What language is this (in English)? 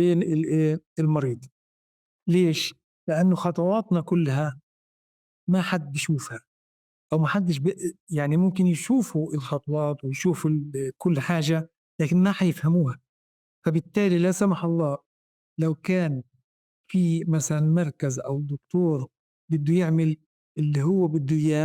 North Levantine Arabic